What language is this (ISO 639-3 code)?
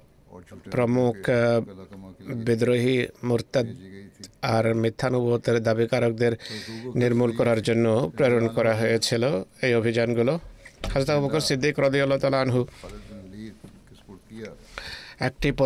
ben